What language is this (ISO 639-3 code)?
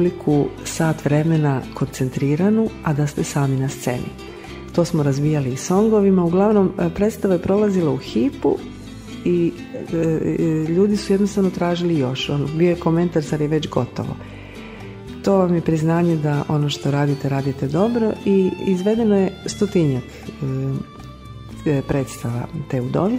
hrv